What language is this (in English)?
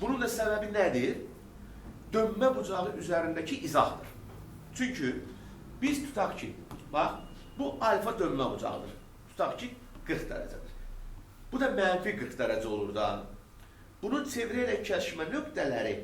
Azerbaijani